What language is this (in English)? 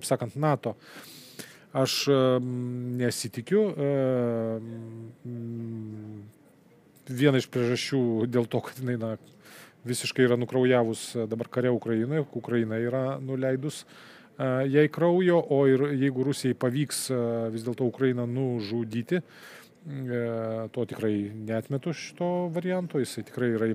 Lithuanian